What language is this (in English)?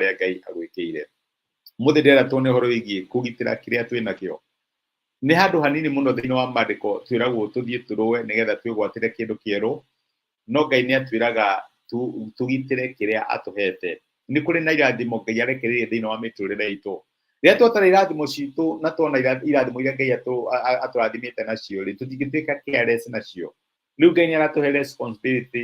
Kikuyu